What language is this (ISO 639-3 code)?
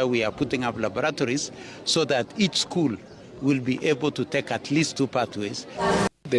guz